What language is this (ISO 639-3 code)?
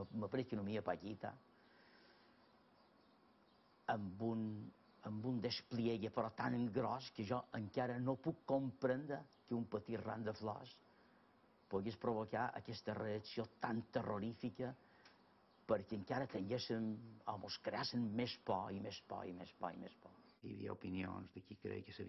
cat